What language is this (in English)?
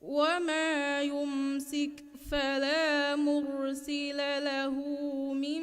Divehi